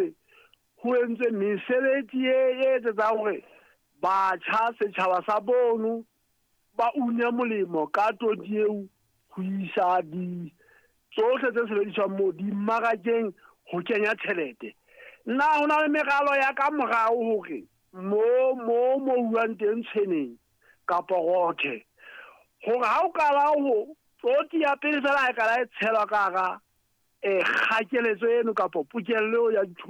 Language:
Southern Sotho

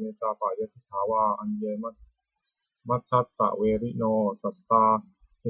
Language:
Pali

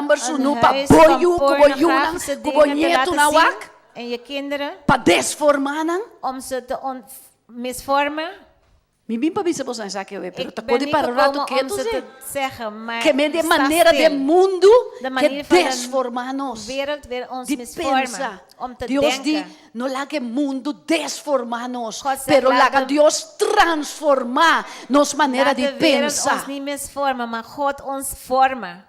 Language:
Papiamento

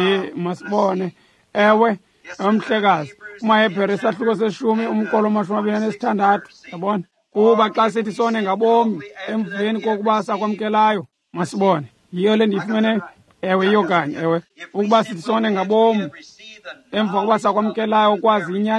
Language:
Xhosa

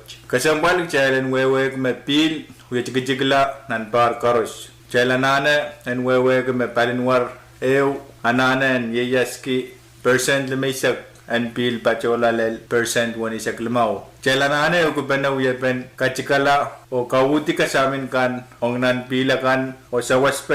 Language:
Pohnpeian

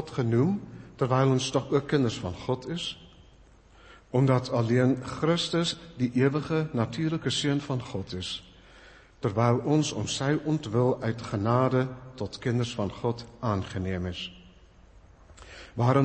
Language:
Afrikaans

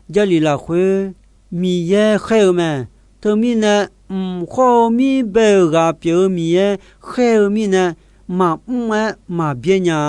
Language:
Akha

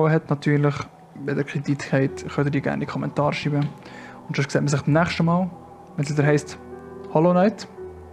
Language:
Swiss German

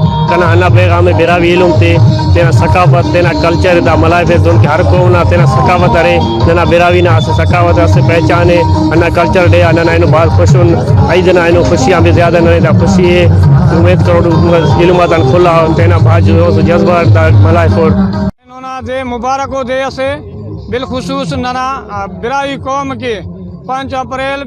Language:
Brahui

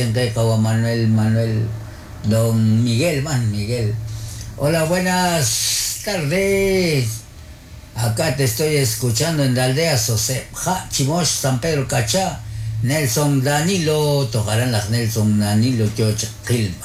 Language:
Kekchí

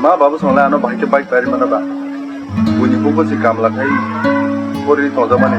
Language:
Kok Borok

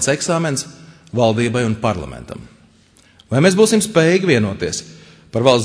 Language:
Latvian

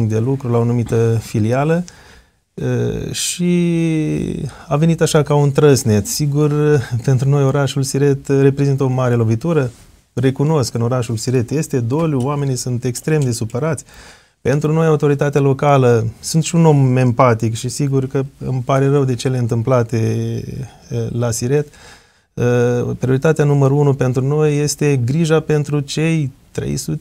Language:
Romanian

